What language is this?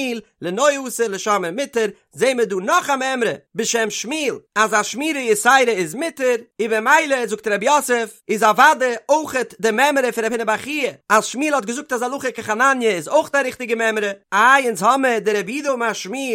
Yiddish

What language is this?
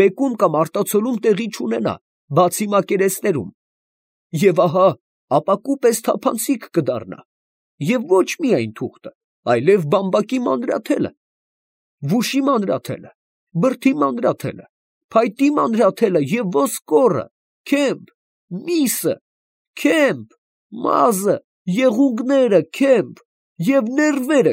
Armenian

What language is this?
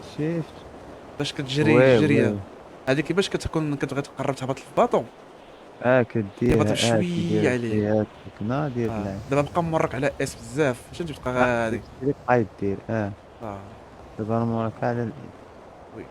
Moroccan Arabic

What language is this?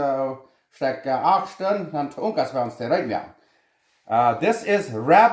Plautdietsch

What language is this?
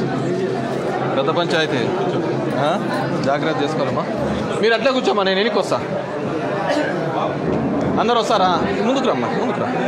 Telugu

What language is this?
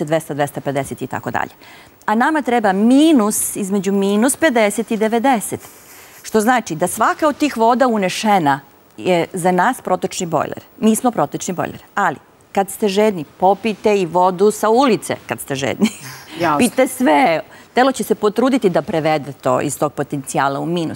Serbian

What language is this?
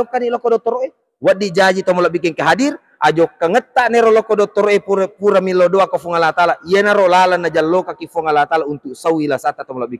Buginese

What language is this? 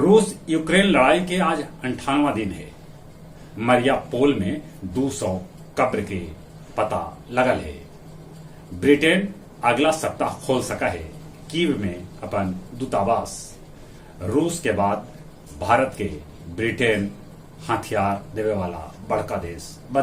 Magahi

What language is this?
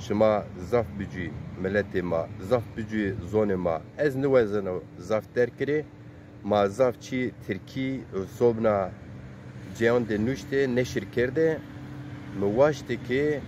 Zaza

